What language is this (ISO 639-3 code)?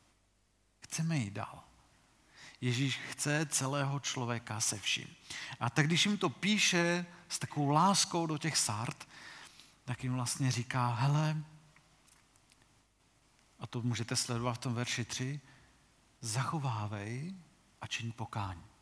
ces